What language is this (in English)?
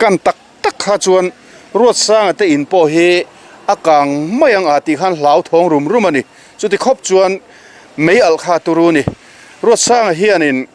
Mizo